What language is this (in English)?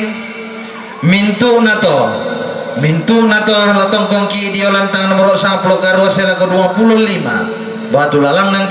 Toraja-Sa'dan